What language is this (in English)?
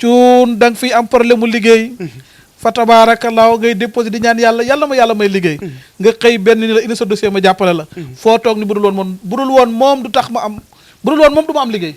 Wolof